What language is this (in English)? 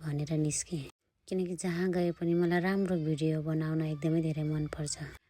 Nepali